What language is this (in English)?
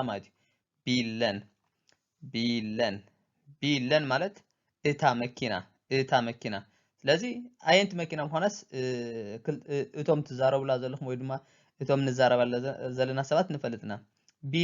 Tigrinya